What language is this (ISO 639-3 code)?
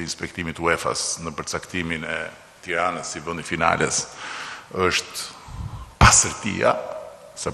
sqi